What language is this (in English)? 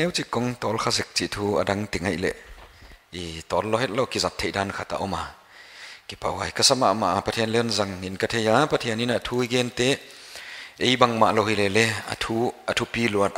Paite Chin